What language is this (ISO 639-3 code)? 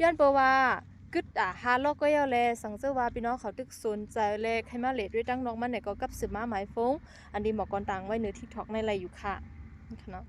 shn